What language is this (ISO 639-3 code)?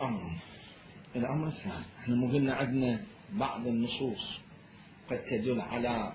acm